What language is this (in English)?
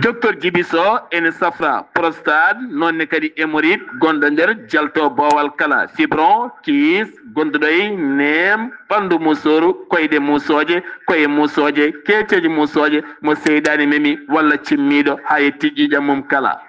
Fula